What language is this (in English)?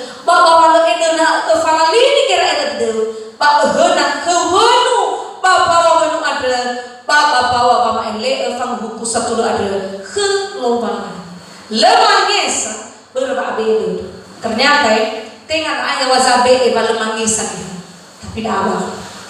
Nias